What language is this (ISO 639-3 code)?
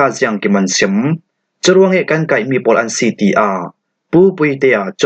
cfm